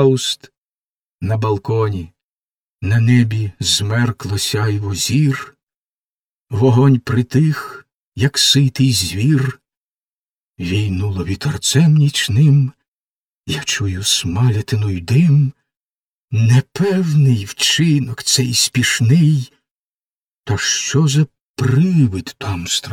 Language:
Ukrainian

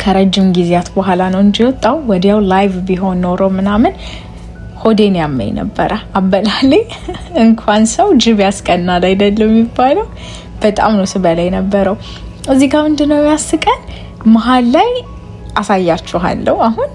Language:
Amharic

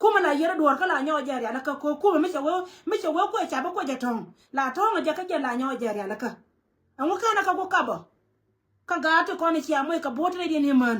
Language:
Nuer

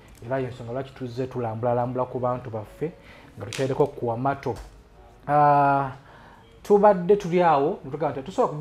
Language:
Ganda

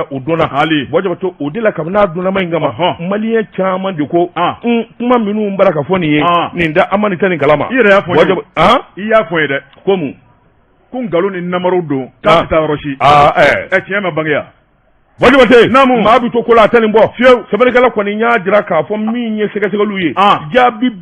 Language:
Bambara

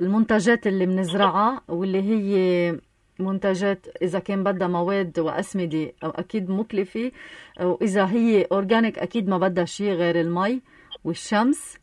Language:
North Levantine Arabic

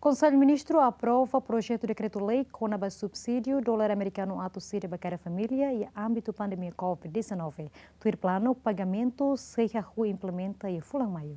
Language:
Tetum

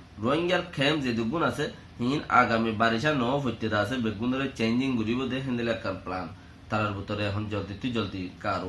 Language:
Rohingya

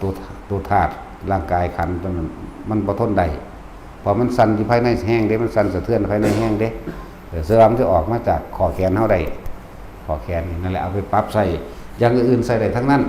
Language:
Northeastern Thai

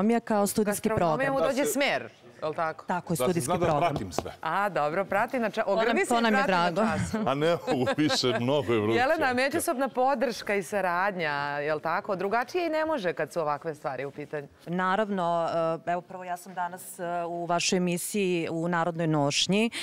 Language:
Serbian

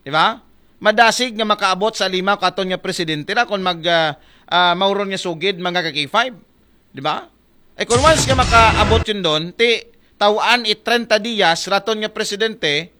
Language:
Aklanon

